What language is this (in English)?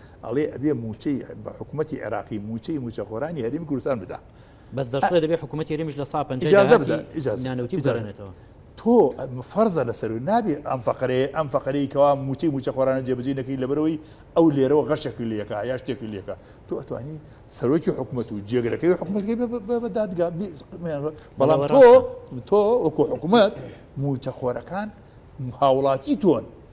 Central Kurdish